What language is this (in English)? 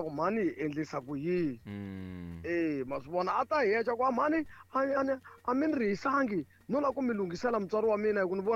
Tsonga